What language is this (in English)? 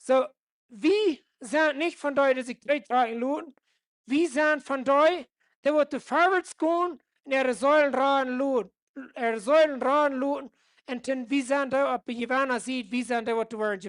Plautdietsch